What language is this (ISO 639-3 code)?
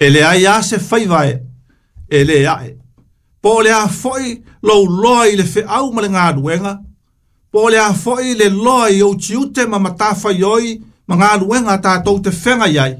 smo